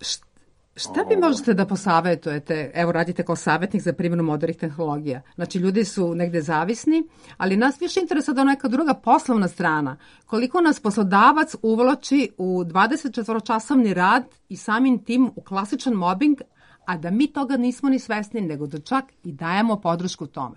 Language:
Serbian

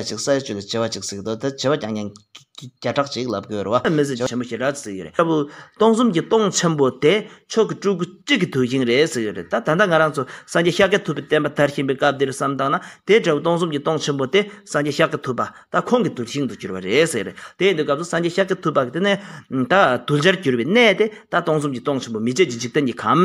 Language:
Tibetan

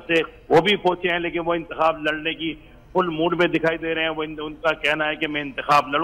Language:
Urdu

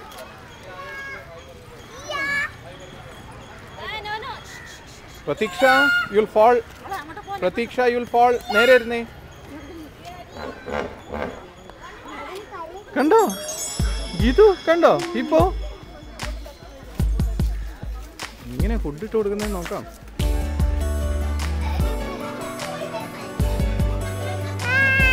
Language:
Malayalam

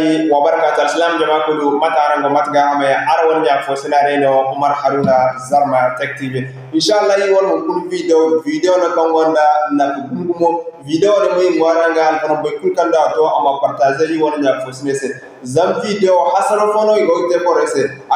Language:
Zarma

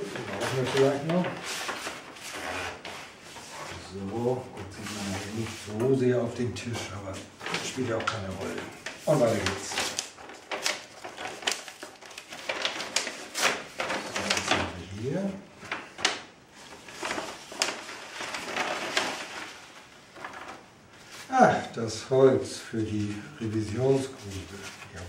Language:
German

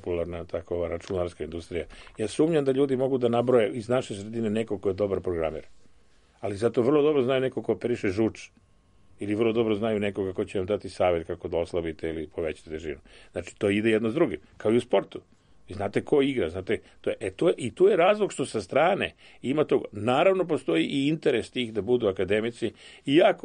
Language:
Serbian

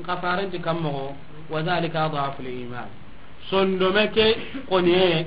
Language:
Soninke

